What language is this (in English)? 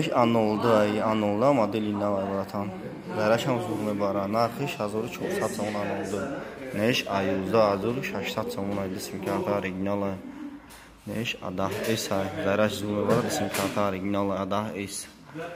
Tajik